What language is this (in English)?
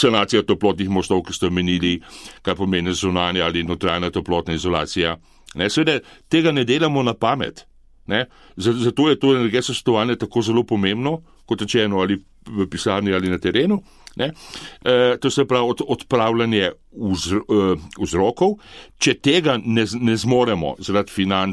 Slovenian